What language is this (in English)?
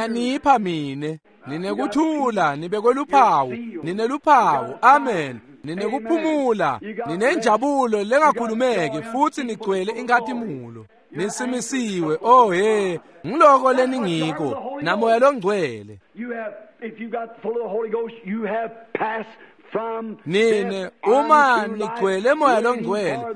Swati